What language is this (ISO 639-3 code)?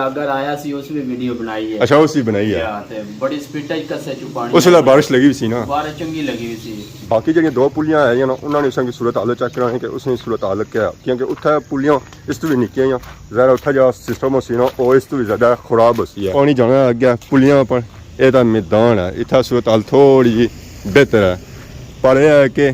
phr